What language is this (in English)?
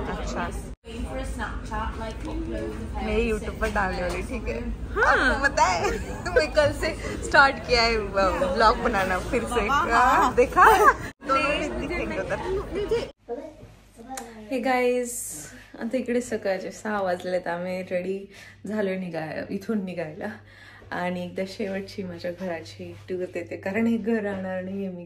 Marathi